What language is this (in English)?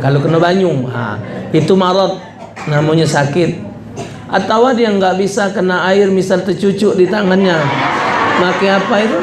Musi